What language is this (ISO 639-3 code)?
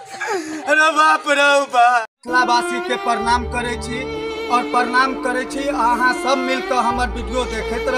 mai